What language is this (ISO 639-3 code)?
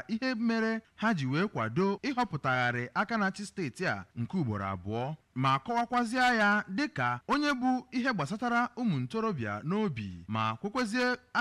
ibo